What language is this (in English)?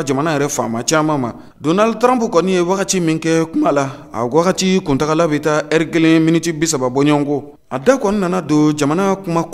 Bambara